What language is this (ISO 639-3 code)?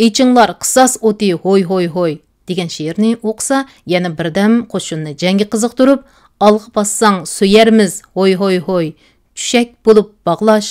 uig